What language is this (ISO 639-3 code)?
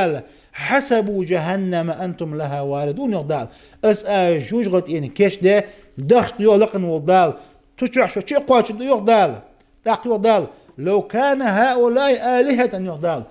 inh